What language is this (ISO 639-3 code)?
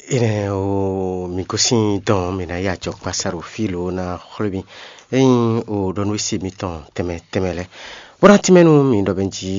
fon